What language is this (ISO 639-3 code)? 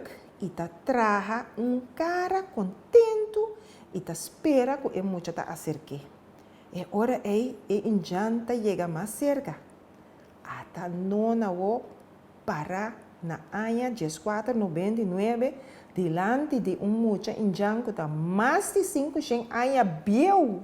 pap